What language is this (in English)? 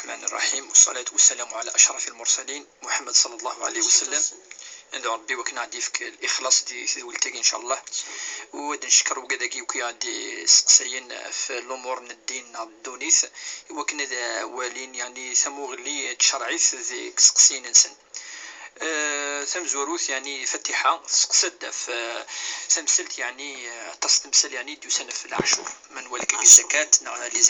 Kabyle